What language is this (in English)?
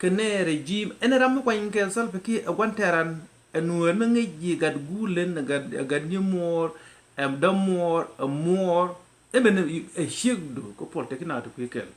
Nuer